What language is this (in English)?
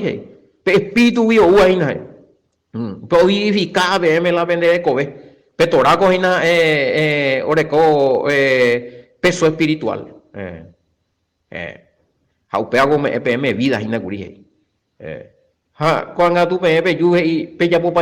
Guarani